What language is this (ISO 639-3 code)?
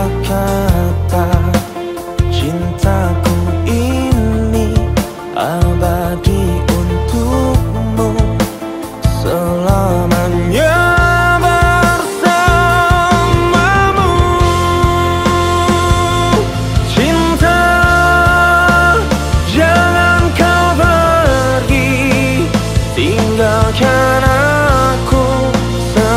ind